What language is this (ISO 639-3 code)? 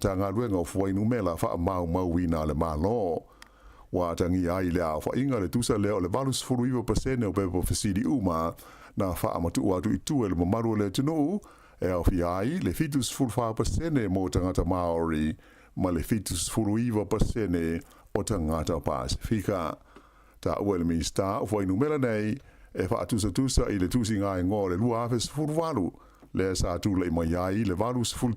smo